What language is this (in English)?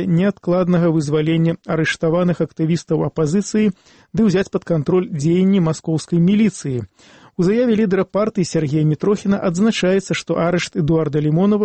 Belarusian